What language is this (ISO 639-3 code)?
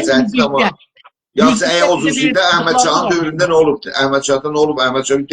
azb